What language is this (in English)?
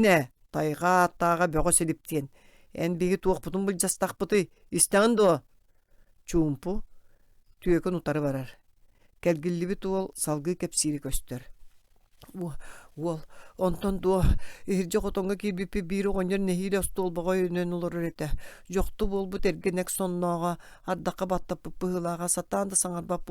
Yakut